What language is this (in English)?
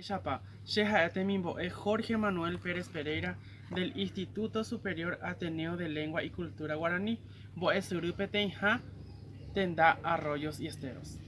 Guarani